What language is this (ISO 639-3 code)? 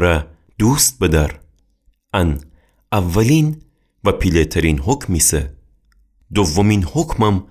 glk